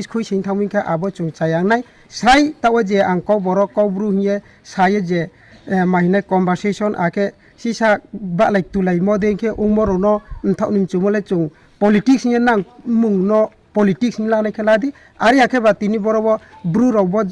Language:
Riang (India)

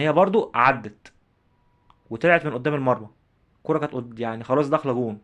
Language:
Egyptian Arabic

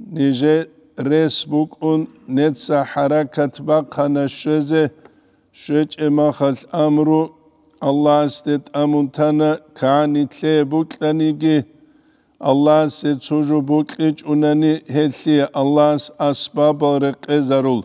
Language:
Avaric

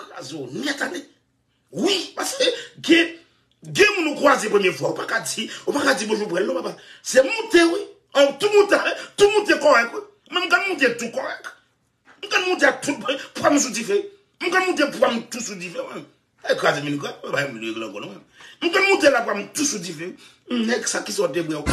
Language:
Haitian Creole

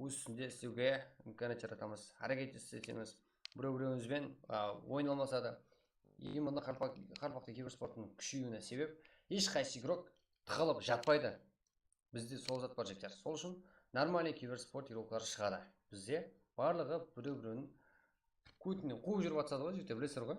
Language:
Kara-Kalpak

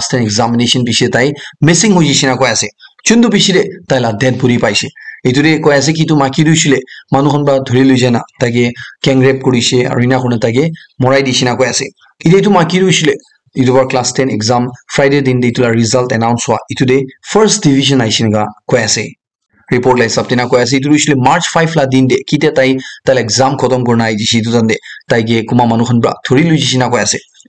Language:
Naga Pidgin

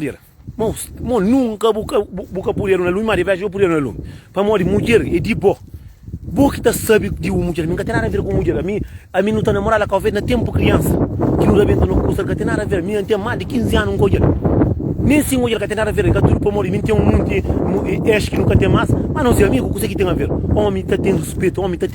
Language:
Kabuverdianu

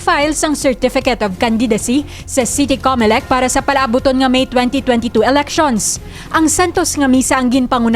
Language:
Hiligaynon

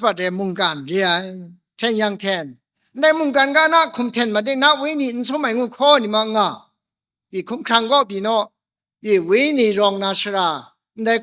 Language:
Kachin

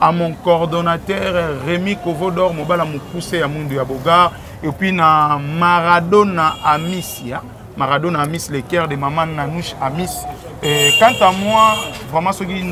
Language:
Lingala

